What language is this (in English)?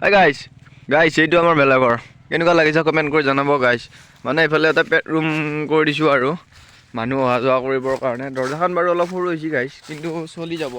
Assamese